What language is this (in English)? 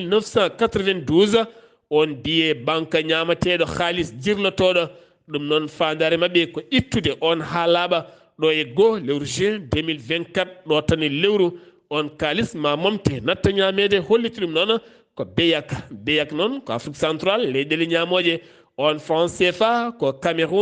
Fula